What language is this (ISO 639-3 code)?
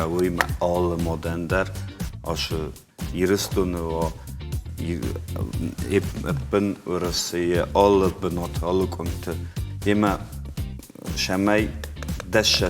oss